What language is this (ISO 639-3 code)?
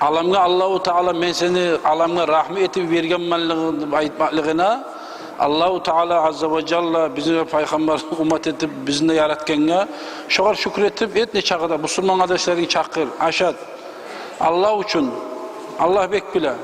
kum